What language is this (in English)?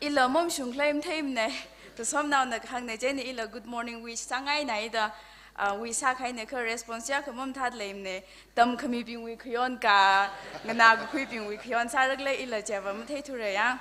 Tangkhul Naga (India)